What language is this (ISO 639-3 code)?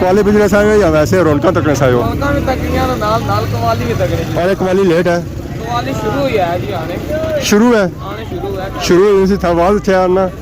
phr